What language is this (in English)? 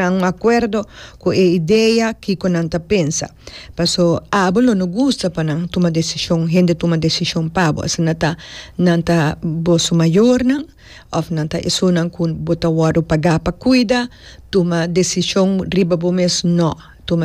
Papiamento